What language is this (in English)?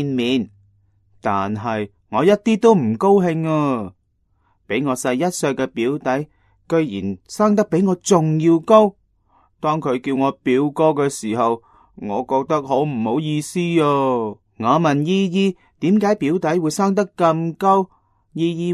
Cantonese